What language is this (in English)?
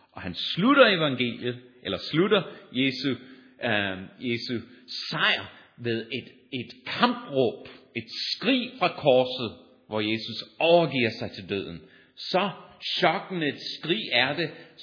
Danish